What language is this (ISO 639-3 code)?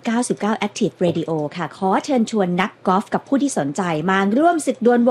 tha